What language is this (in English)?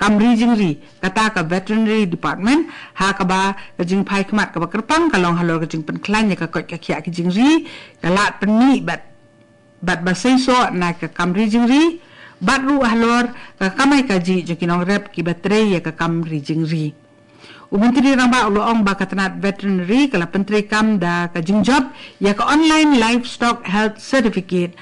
Khasi